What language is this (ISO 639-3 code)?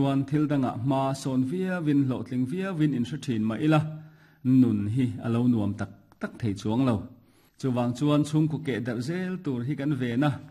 lus